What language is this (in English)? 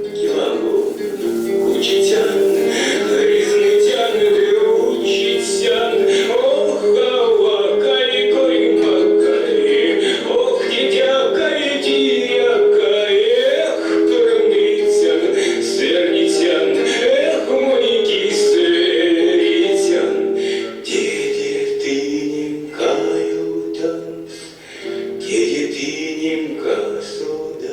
Erzya